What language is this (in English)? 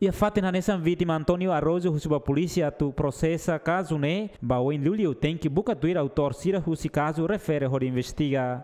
Tetum